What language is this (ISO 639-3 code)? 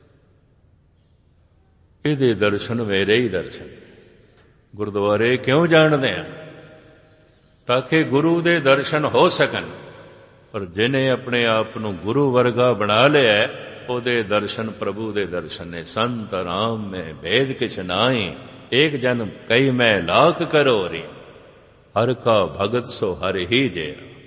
pan